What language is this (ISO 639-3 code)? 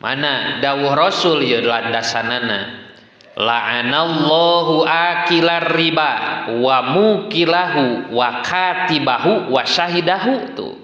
sun